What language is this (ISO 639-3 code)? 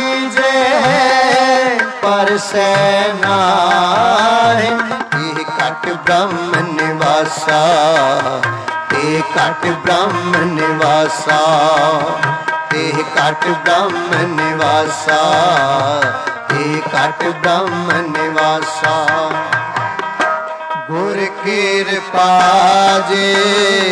hin